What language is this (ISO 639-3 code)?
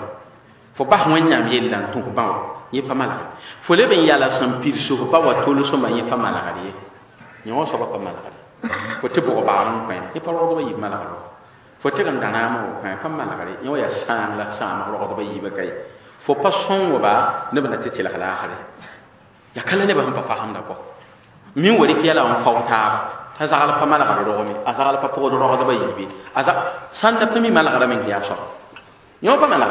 mos